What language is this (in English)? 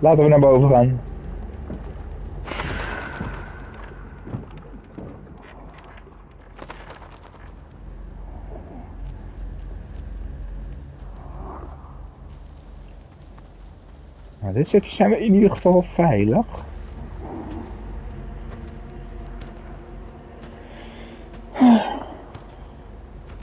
Dutch